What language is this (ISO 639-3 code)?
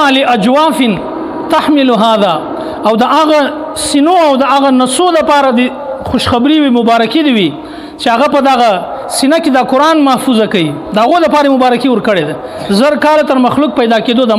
pus